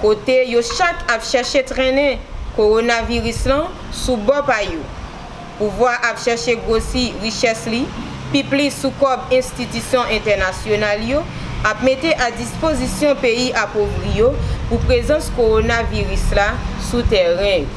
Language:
Haitian Creole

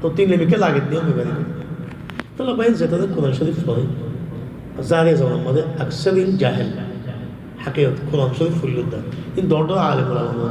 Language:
Rohingya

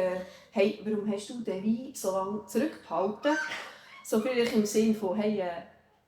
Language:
Swiss German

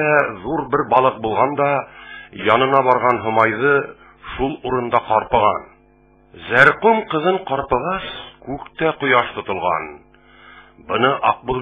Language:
Bashkir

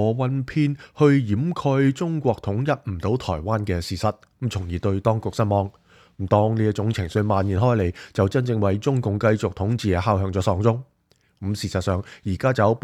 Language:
Cantonese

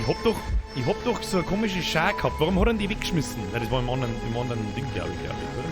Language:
Bavarian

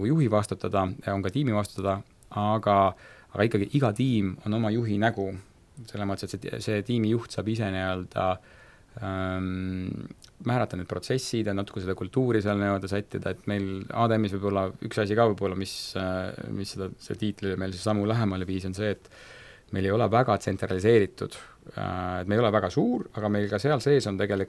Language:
Estonian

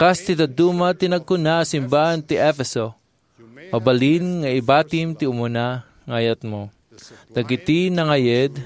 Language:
Iloko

